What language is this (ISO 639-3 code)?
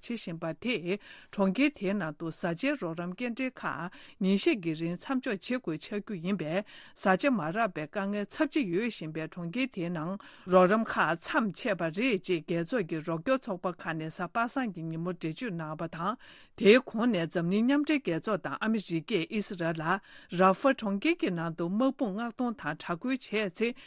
bod